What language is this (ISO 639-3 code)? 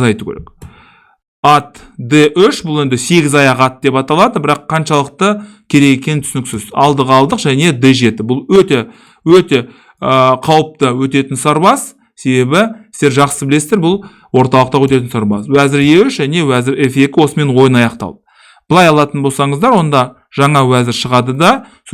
kaz